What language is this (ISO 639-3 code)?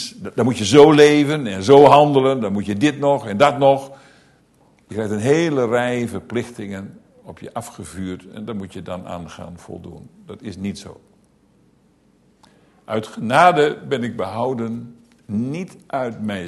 nld